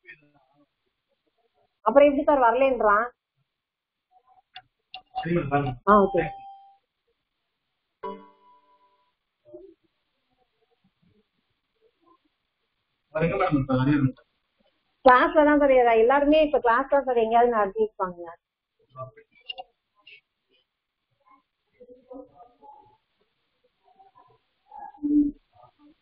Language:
Tamil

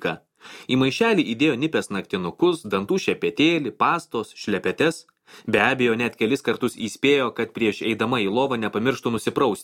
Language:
Lithuanian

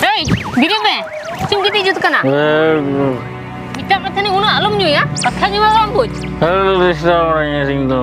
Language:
Santali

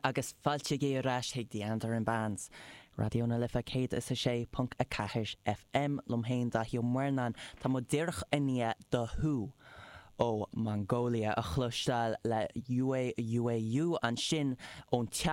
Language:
Irish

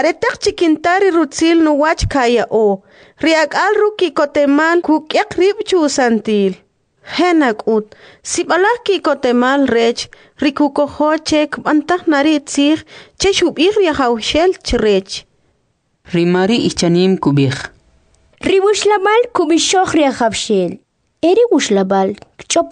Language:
Kʼicheʼ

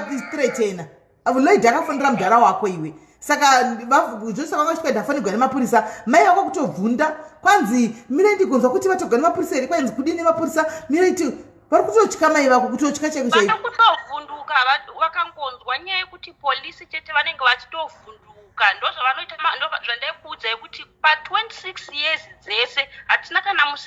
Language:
Shona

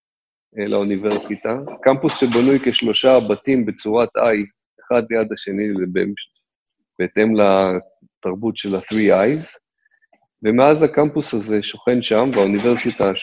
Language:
Hebrew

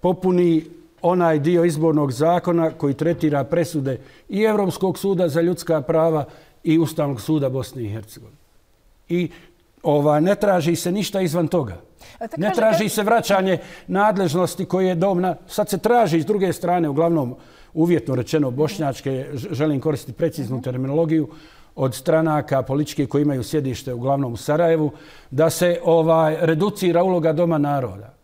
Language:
Bosnian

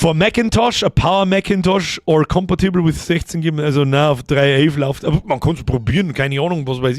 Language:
Bavarian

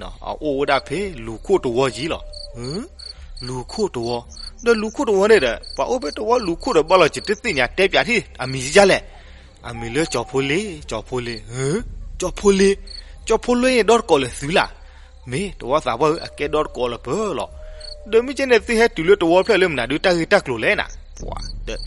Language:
S'gaw Karen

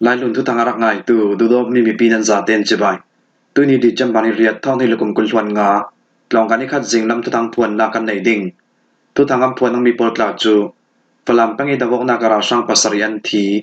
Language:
Falam Chin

